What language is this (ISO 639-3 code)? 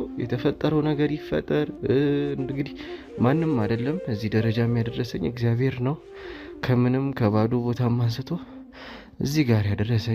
amh